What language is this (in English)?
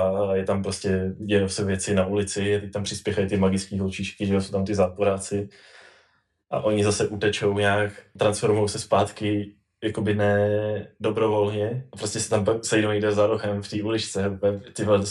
Czech